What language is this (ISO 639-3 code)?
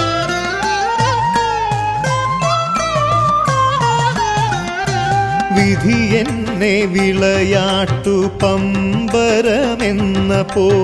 mal